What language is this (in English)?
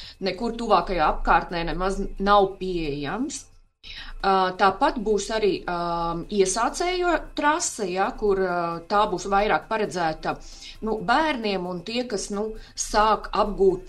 Latvian